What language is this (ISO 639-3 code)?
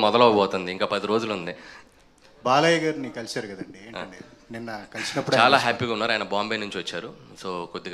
tel